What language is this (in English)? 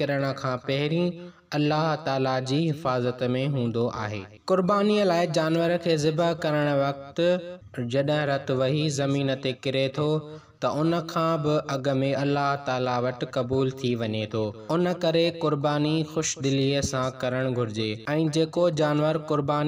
Sindhi